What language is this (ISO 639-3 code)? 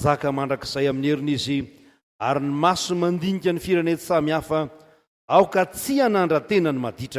mlg